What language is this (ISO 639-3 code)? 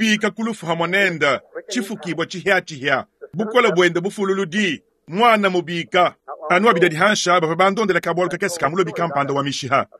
lua